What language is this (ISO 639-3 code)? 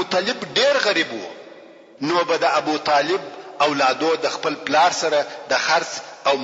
pus